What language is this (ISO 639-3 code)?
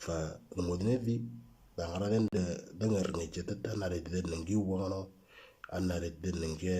mor